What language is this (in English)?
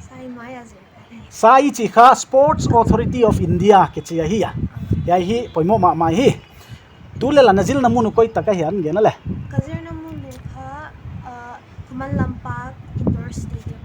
Paite Chin